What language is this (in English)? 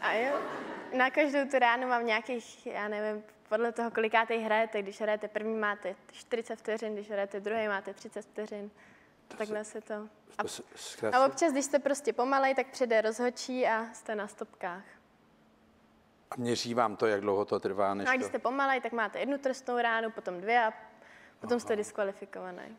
Czech